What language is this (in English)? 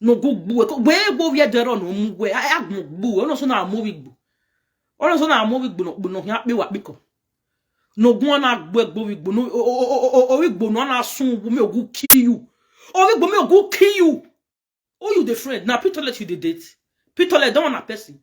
Nigerian Pidgin